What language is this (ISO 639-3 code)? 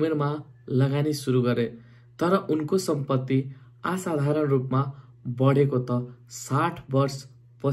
nep